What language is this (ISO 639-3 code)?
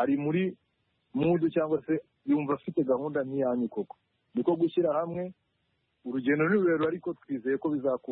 kin